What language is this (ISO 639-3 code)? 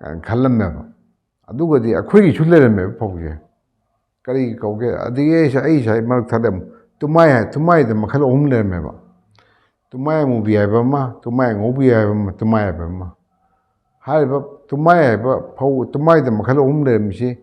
mni